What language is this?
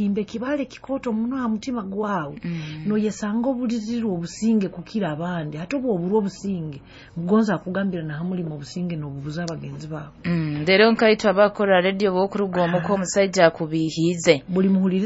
Nyoro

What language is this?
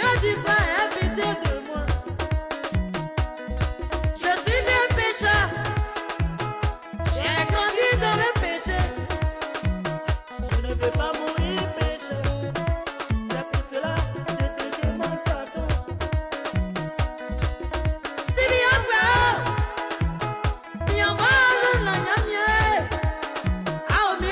French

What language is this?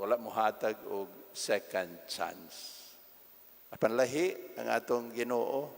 Cebuano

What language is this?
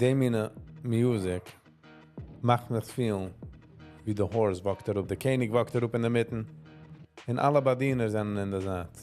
Yiddish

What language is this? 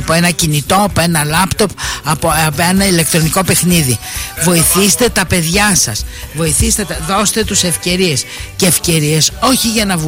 Greek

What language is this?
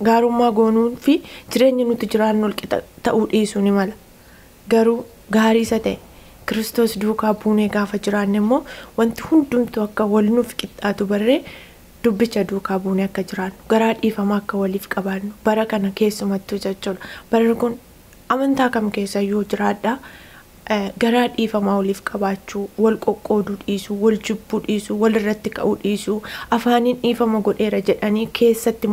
Oromo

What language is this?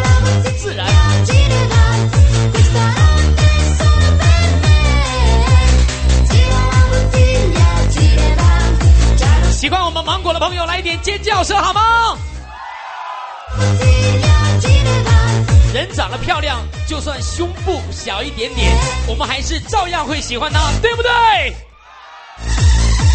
Chinese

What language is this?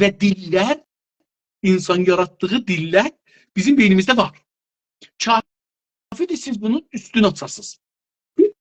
South Azerbaijani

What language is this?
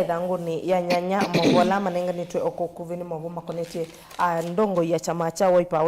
Kamba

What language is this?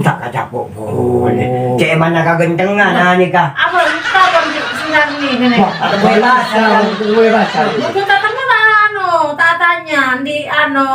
Madurese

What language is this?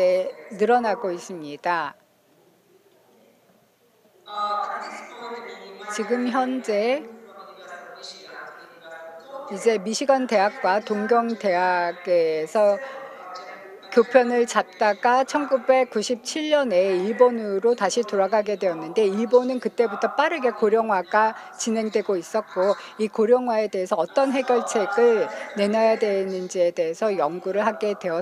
Korean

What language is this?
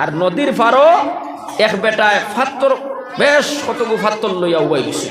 Sylheti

